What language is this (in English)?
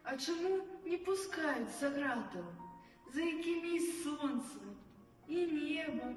Belarusian